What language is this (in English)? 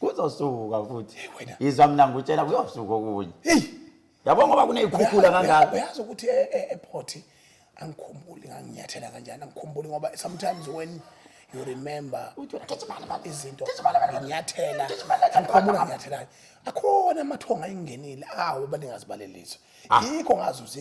Zulu